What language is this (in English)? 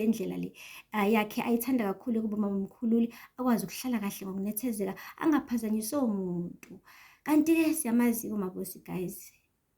Zulu